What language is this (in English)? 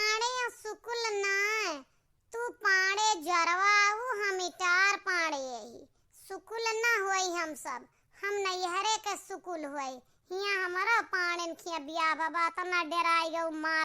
Awadhi